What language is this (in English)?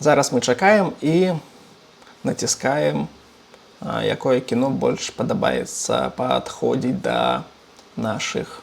Belarusian